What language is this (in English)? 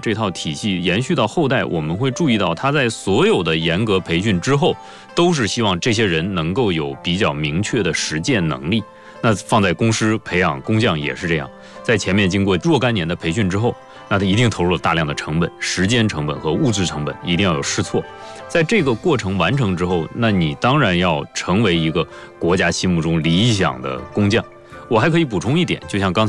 Chinese